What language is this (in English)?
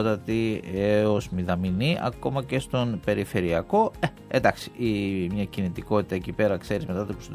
Greek